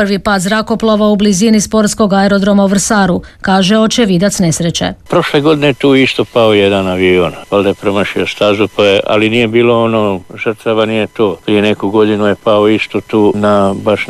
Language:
Croatian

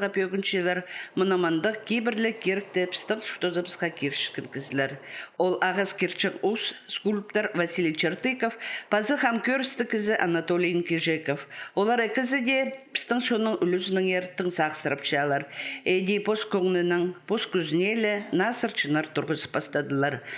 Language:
Khakas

